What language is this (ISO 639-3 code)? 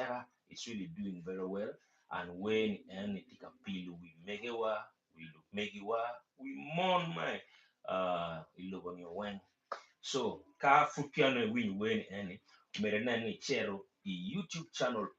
ach